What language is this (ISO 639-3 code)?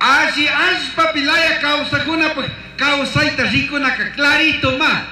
qug